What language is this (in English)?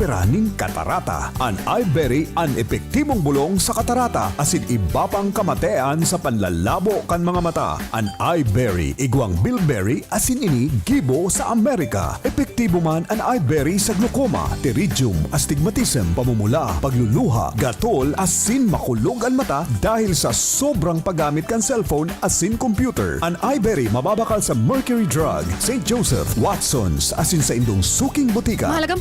Bikol